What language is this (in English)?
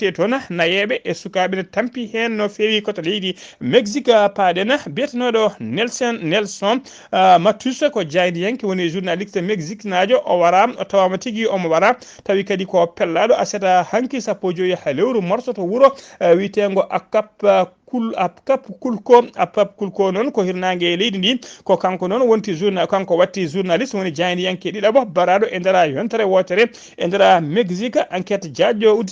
Fula